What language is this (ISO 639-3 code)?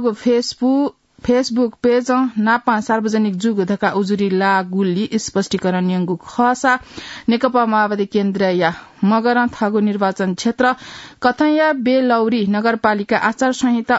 new